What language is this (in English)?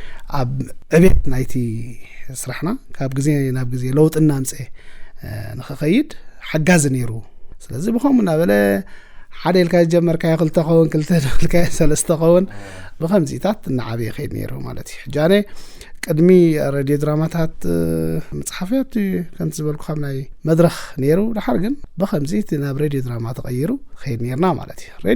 Tigrinya